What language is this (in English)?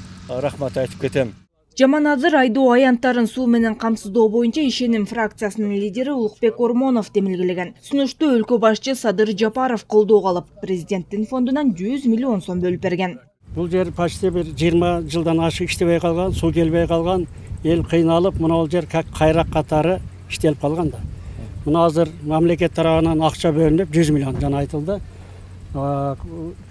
Kyrgyz